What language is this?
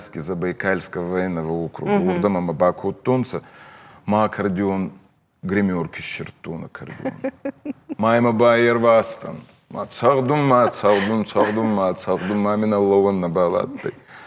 Ossetic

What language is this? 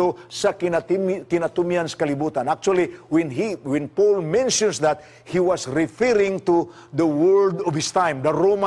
Cebuano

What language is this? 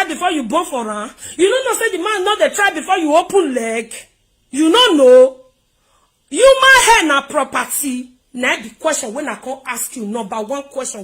Nigerian Pidgin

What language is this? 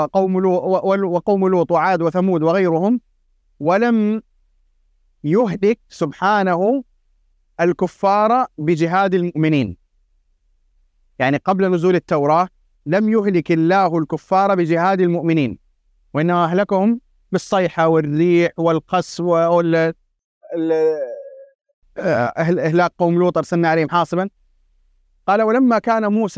Arabic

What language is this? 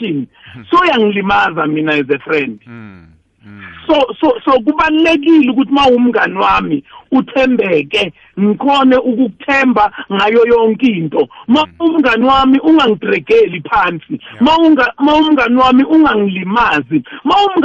South Ndebele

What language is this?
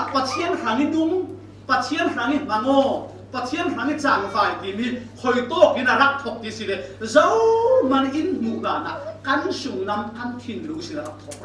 Falam Chin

